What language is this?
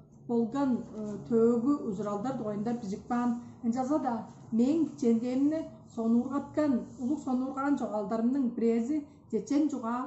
Tuvinian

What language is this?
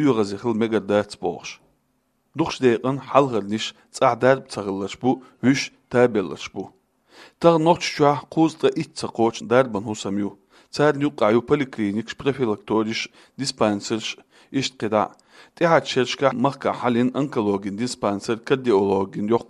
Chechen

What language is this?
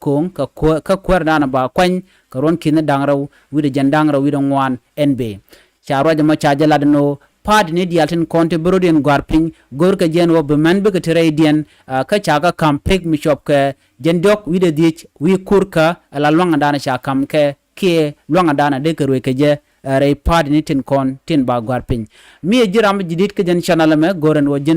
Nuer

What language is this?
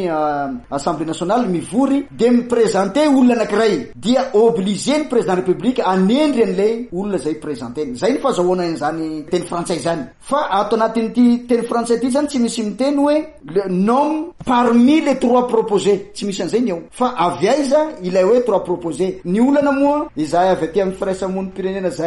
Malagasy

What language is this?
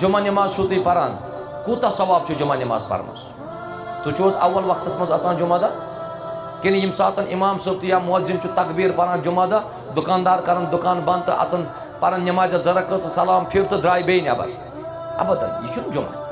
Kashmiri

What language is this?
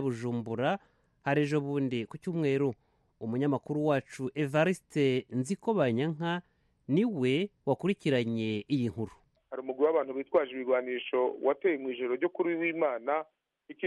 Kinyarwanda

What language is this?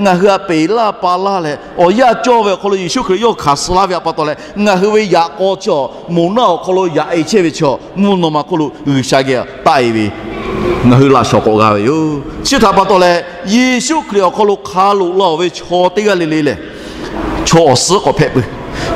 Lahu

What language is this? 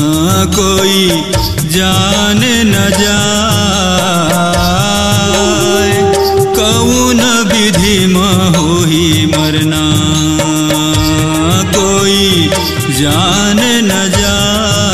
Chhattisgarhi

